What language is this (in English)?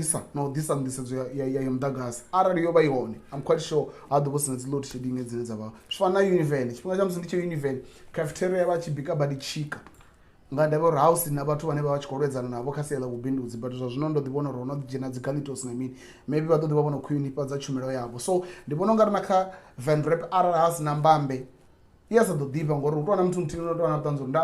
Venda